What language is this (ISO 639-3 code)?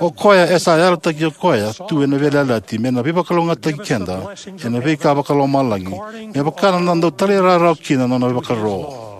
fij